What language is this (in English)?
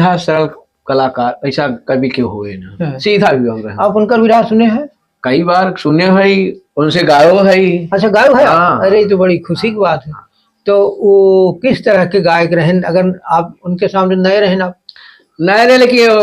Awadhi